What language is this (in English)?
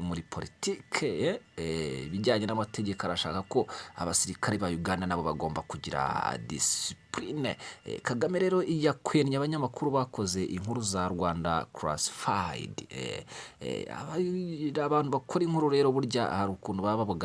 Kinyarwanda